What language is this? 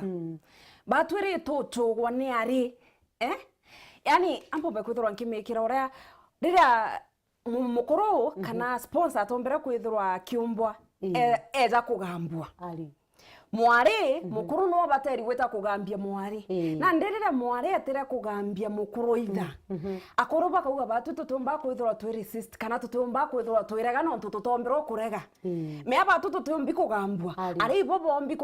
Meru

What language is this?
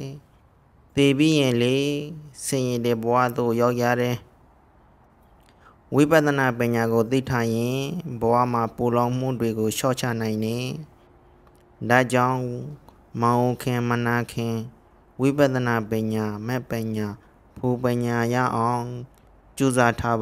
Burmese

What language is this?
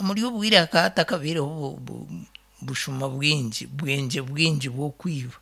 Nyankole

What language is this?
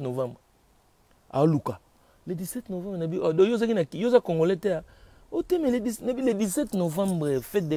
Lingala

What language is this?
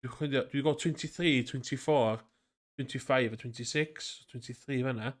Welsh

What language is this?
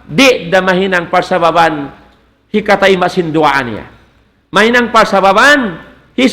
Tausug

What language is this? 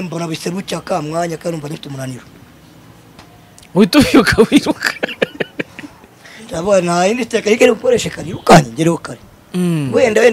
Kinyarwanda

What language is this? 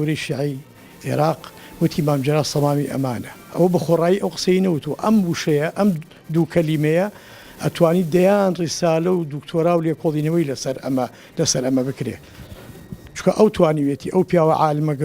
Central Kurdish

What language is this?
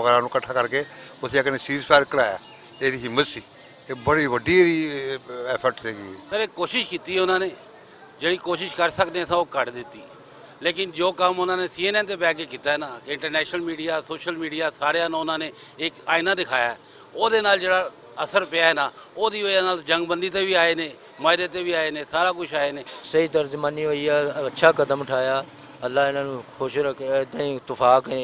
Western Panjabi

